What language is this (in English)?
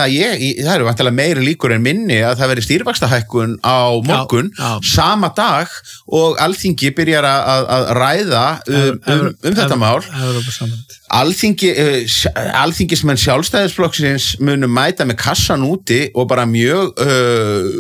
Icelandic